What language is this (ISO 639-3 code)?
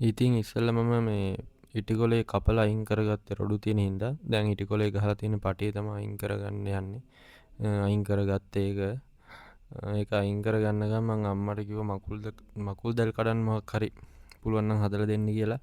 sin